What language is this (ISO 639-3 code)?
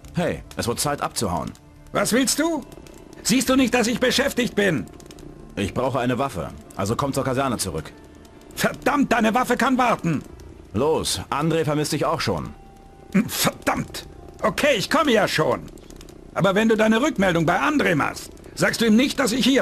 bar